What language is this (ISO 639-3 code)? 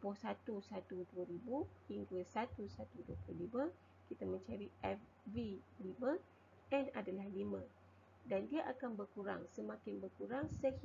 msa